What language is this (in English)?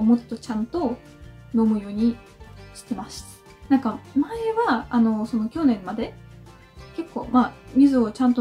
Japanese